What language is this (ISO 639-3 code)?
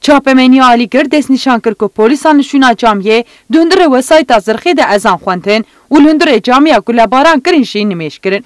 kur